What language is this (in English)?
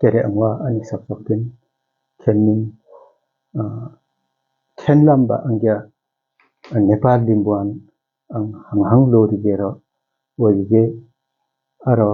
Limbu